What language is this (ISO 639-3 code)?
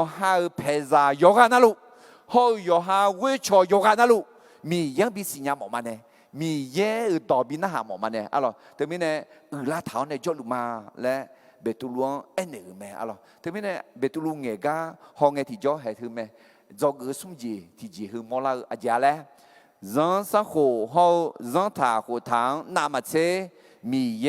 ahk